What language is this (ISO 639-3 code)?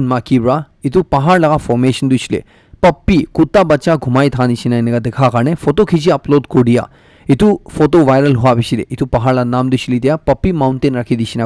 nag